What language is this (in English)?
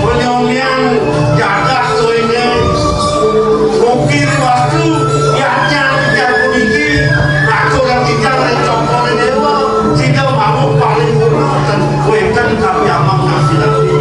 Balinese